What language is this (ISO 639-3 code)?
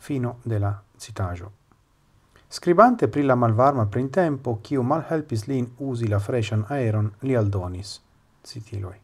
epo